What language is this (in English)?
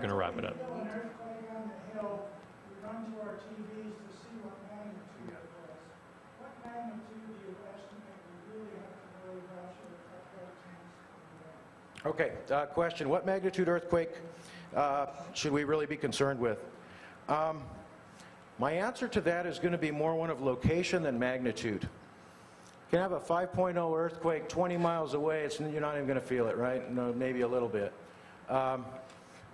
English